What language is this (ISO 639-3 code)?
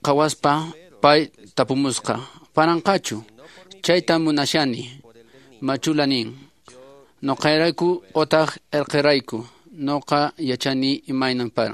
que